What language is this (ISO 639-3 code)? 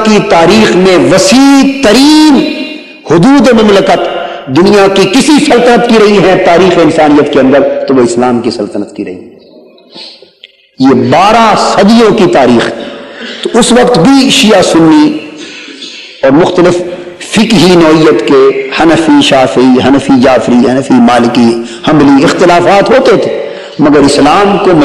urd